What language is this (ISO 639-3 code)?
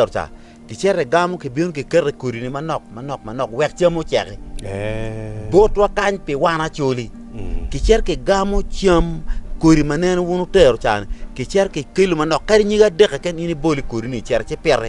ach